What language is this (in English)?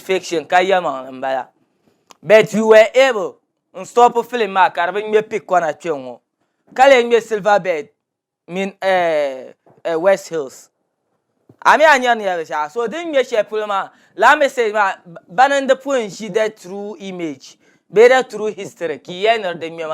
Dagbani